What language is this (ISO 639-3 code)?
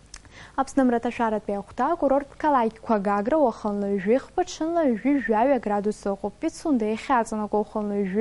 abk